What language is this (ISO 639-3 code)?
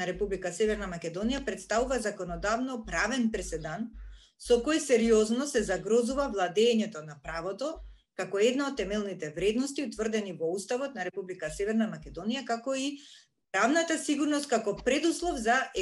mkd